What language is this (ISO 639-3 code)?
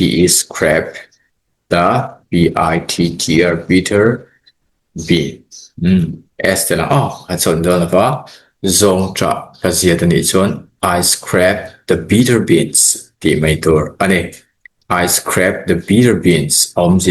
lus